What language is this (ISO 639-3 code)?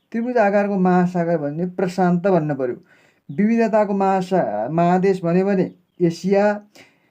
nep